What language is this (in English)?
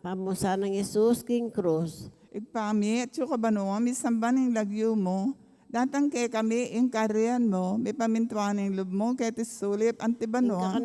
Pampanga